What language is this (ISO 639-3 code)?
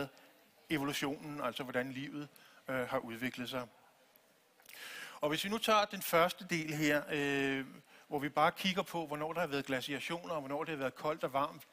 dan